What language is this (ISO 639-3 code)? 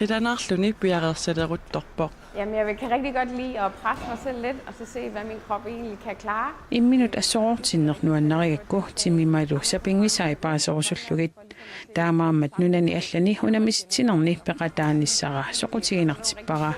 kal